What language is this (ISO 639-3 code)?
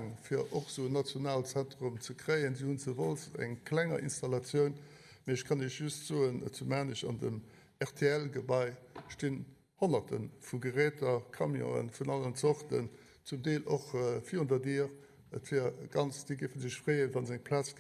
ltz